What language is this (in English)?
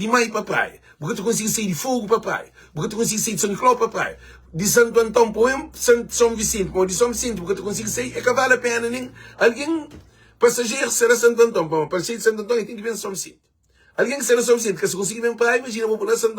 Kabuverdianu